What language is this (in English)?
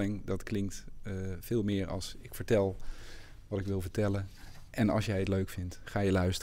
Dutch